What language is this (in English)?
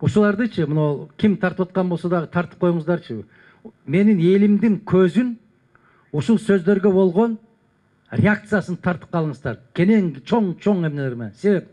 Kyrgyz